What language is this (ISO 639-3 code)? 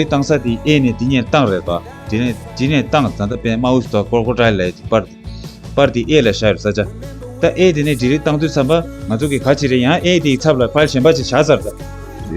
bod